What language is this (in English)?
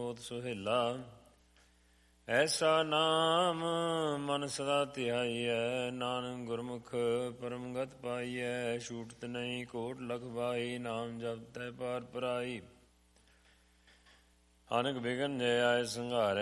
Punjabi